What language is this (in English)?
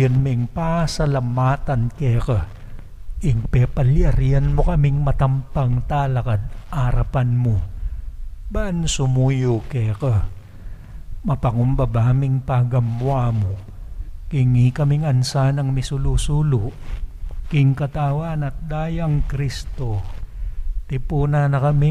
Pampanga